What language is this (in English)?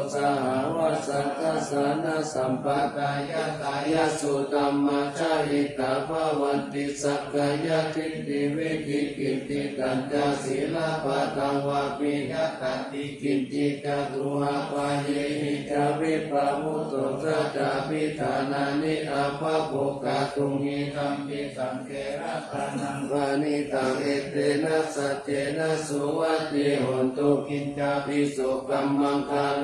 Pali